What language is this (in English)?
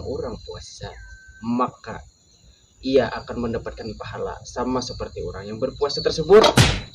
Banjar